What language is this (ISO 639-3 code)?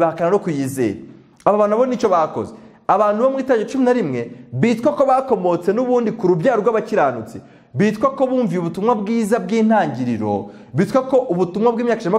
kin